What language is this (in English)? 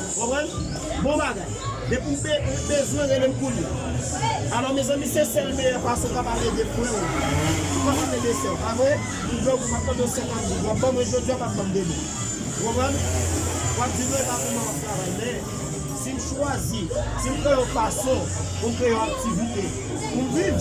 Haitian Creole